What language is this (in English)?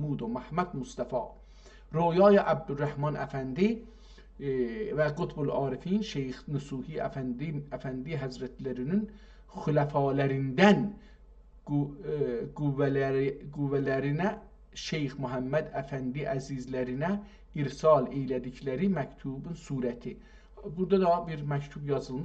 South Azerbaijani